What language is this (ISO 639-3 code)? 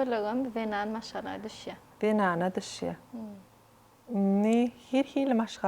tuk